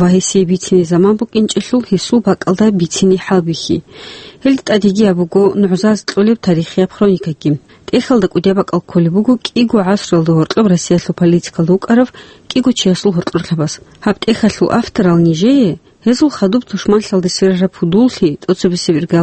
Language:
Avaric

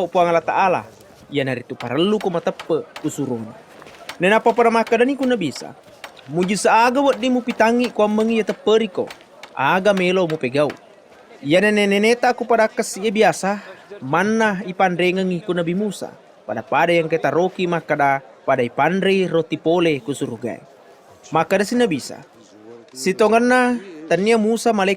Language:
Buginese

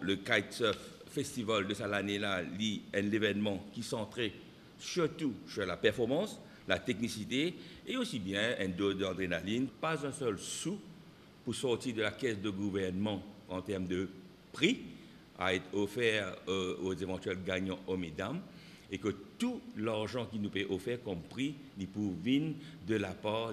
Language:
Morisyen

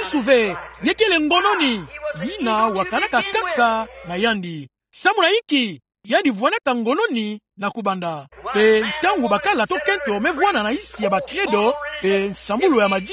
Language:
Kituba (Democratic Republic of Congo)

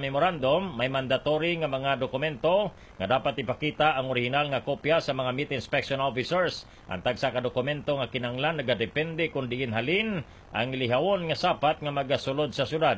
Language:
Hiligaynon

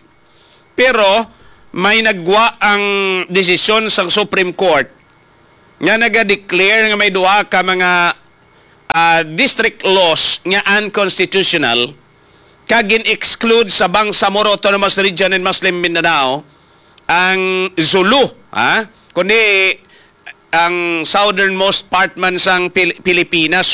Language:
Hiligaynon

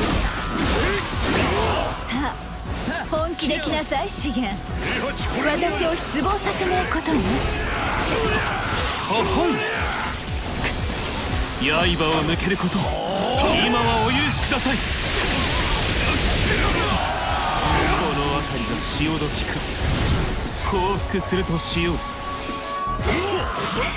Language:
Japanese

